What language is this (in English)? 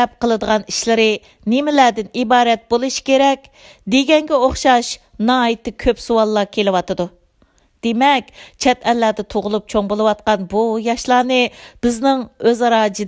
Uyghur